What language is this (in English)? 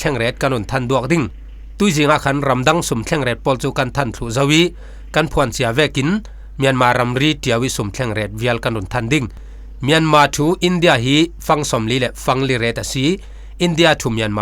Falam Chin